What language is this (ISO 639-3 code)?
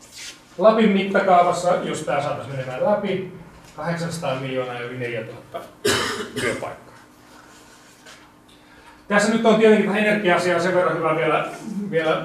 fin